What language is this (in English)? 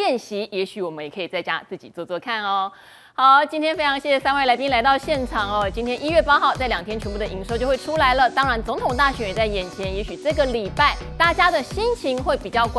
Chinese